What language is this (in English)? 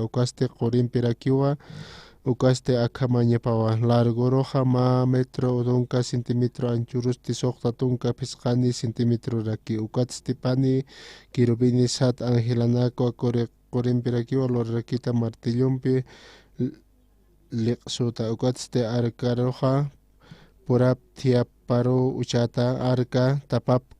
Aymara